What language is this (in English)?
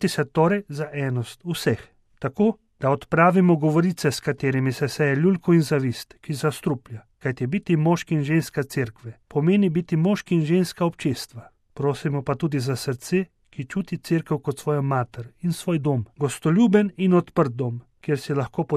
Slovenian